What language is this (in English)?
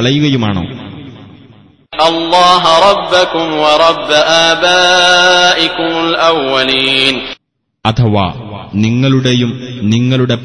Malayalam